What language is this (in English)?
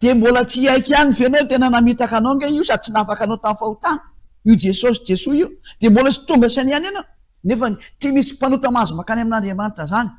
Malagasy